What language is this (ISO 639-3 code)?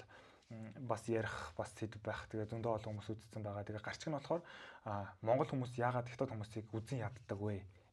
mon